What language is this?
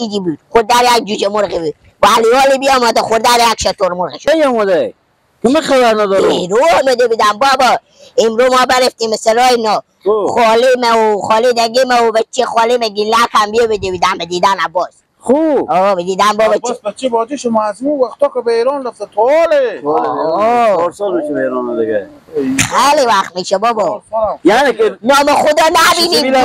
Persian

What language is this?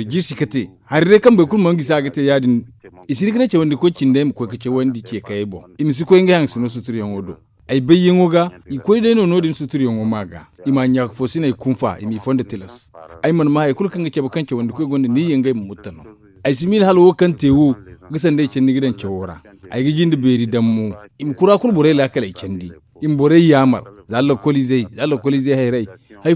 Zarma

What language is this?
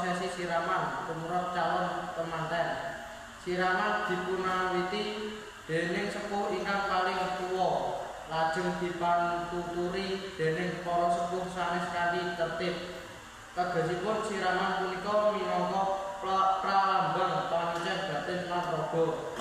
Javanese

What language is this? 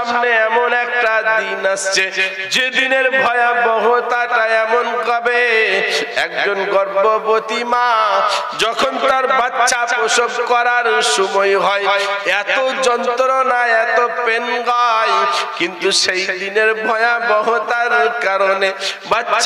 Bangla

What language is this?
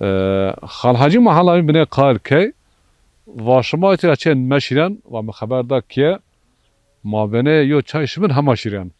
Zaza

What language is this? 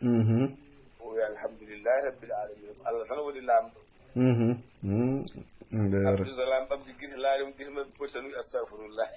Fula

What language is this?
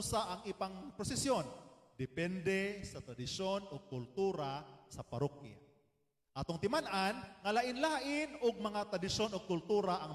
Cebuano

